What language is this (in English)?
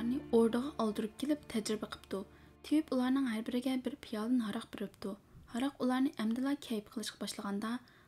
Uyghur